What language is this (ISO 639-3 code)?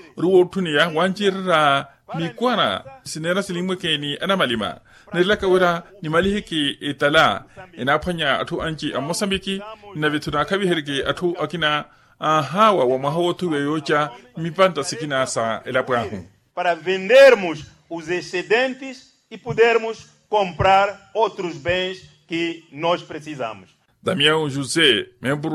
vmw